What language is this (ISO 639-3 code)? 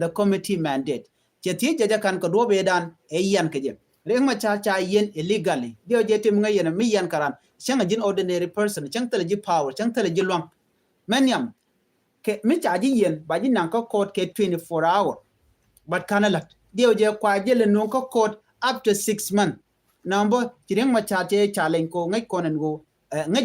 nus